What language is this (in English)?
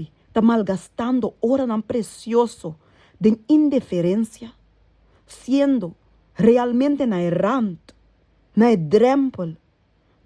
Papiamento